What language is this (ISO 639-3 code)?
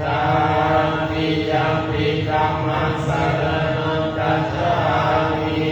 pli